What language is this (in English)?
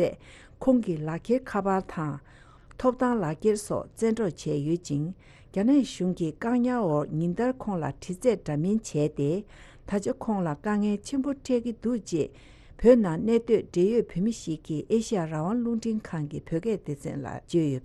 Tibetan